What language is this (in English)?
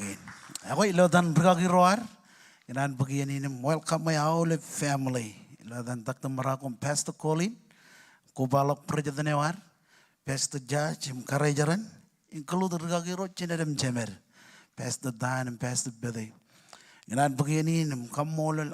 Marshallese